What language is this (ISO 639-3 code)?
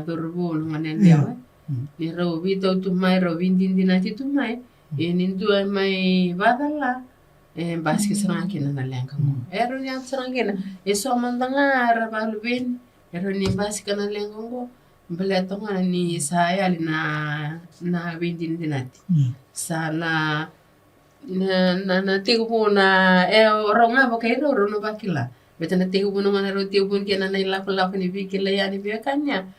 fij